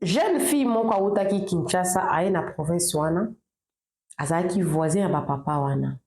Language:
Lingala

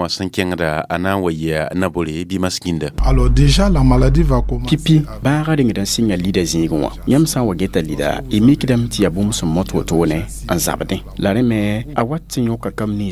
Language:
Mossi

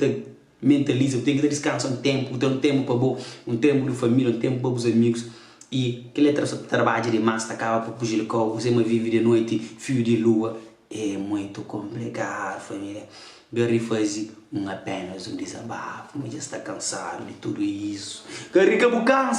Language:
Kabuverdianu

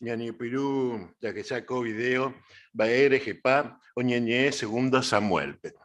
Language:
Guarani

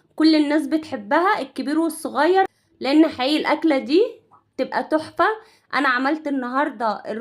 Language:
Egyptian Arabic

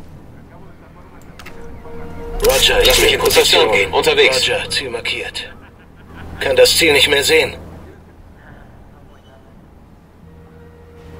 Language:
German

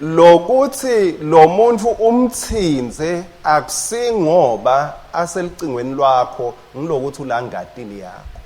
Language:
Swati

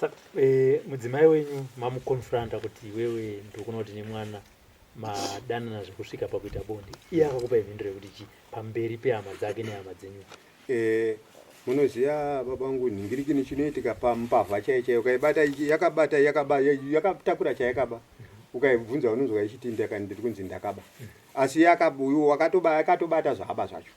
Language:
Shona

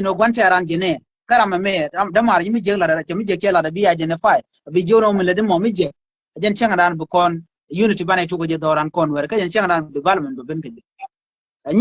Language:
Nuer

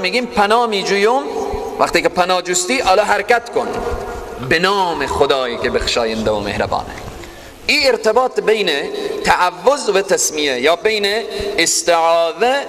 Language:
Persian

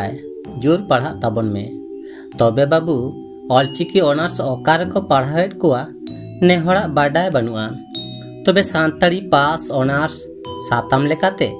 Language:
Santali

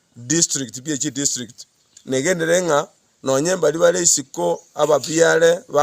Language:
Gusii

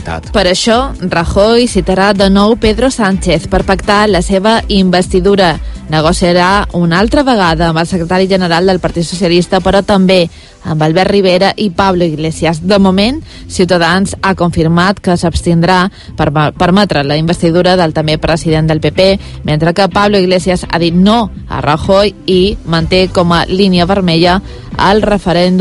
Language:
Catalan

